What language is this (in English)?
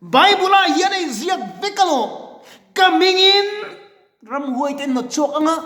Mizo